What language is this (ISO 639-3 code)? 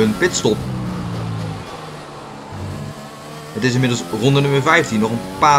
nld